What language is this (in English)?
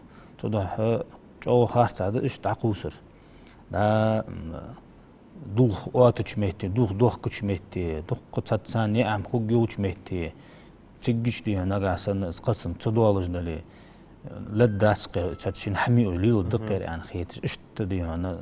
Ingush